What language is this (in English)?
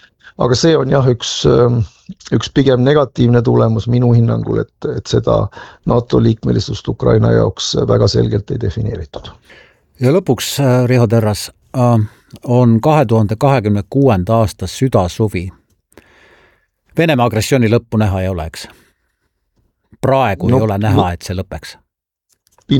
Estonian